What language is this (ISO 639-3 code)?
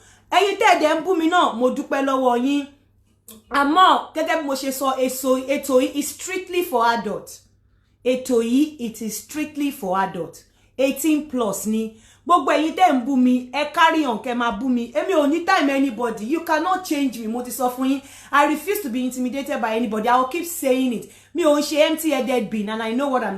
yor